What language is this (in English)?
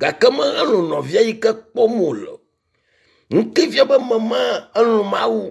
Ewe